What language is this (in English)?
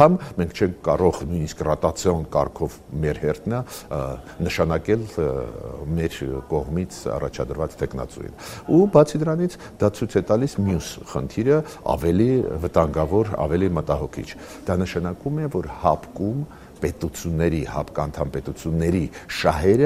Armenian